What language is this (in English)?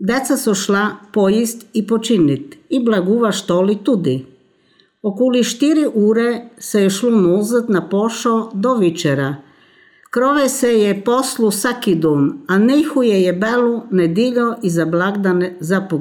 Serbian